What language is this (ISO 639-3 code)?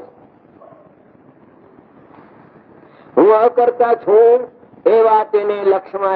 guj